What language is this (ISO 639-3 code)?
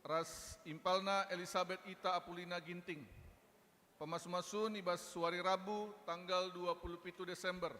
btx